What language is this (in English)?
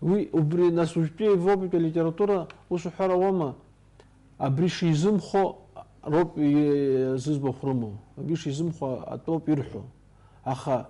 Abkhazian